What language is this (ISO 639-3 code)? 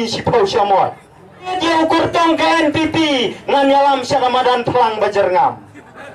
kha